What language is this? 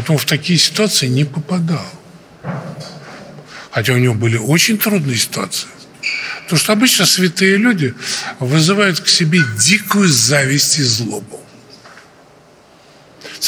Russian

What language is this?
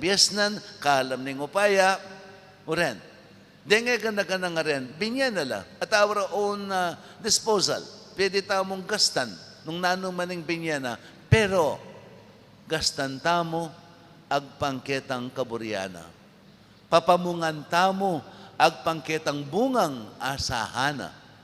Pampanga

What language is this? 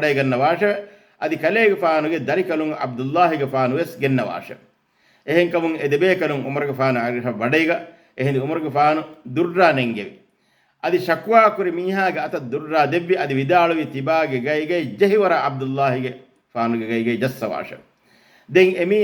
Divehi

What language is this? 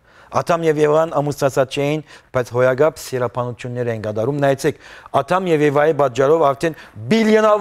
Western Armenian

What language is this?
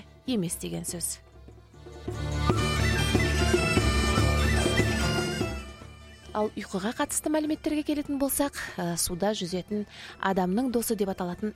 Kazakh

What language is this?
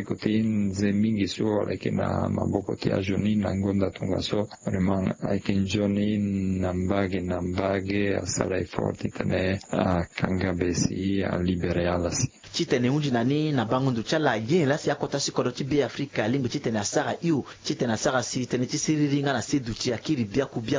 Sango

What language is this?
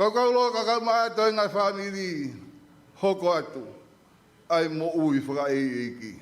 Tongan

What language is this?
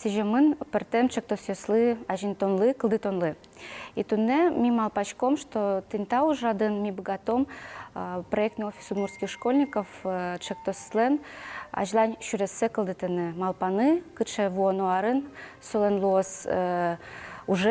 Udmurt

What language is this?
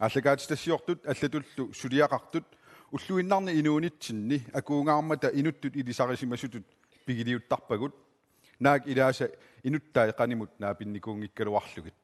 Kalaallisut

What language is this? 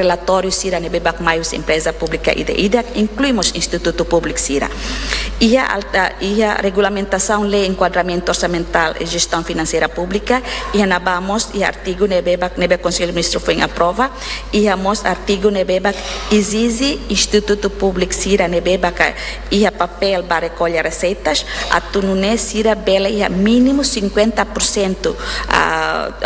Tetum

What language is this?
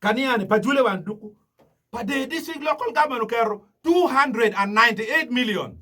Acoli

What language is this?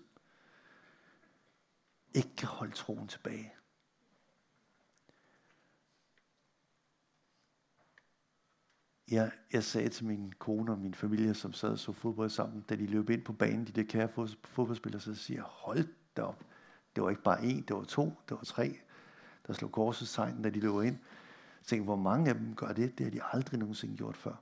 Danish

